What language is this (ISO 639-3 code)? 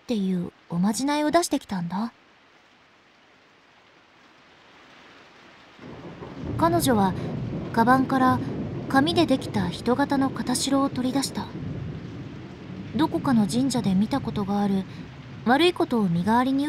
jpn